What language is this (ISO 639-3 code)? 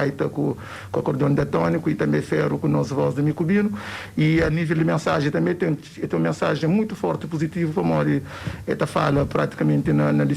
kea